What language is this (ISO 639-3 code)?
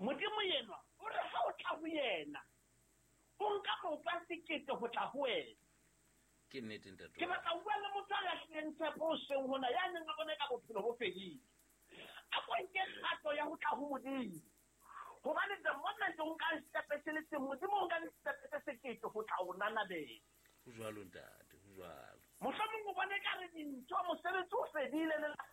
sot